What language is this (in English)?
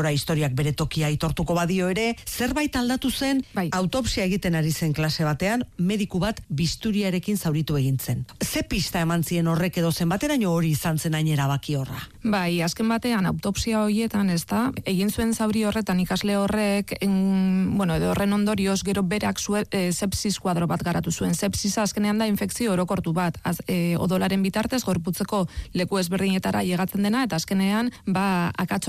Basque